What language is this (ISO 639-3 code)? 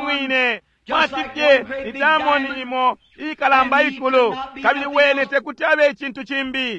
bem